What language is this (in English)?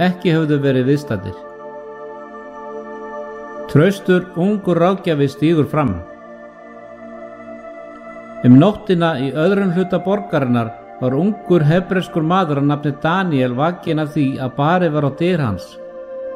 Icelandic